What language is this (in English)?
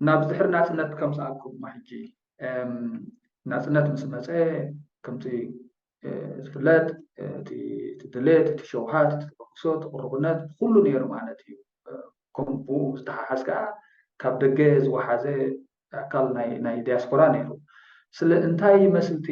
Tigrinya